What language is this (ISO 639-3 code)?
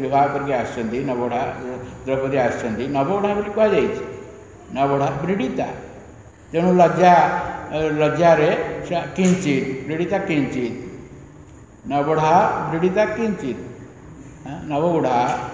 ori